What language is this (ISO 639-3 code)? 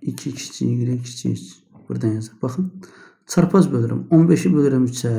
aze